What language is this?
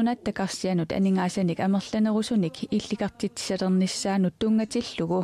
Kalaallisut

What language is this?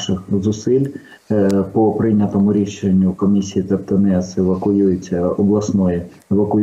Ukrainian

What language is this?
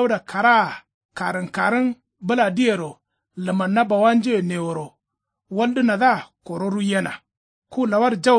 Kanuri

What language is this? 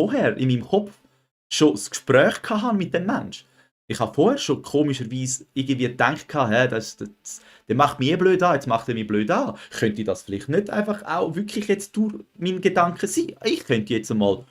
Swiss German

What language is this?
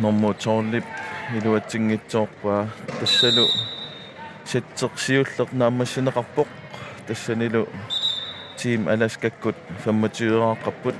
Kalaallisut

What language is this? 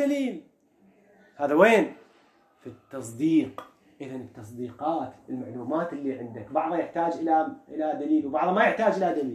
Mesopotamian Arabic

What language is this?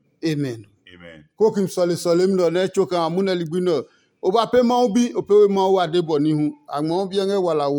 Adangme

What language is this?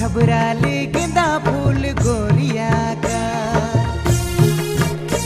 Sadri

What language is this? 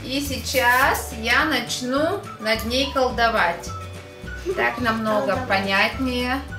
Russian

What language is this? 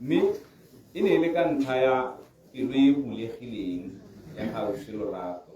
Tswana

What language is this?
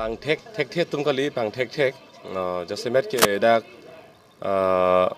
Karbi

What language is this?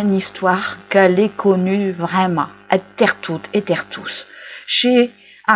Picard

